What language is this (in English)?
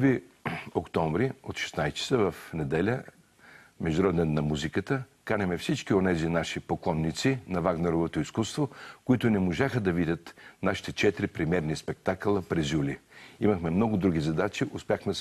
Bulgarian